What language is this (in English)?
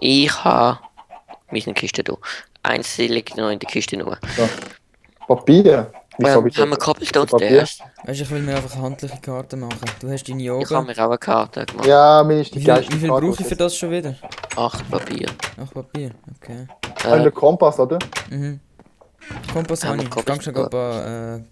Swiss German